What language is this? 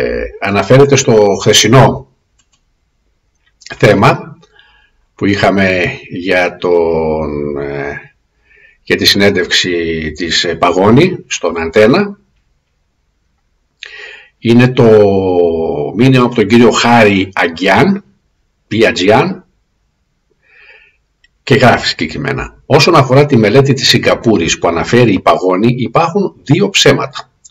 Greek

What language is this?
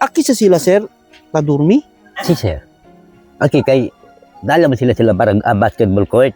Chavacano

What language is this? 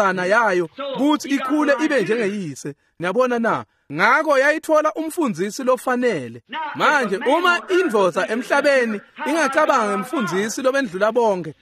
Swati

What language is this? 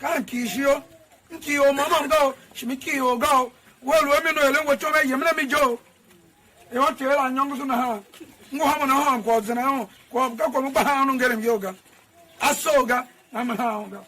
Tiv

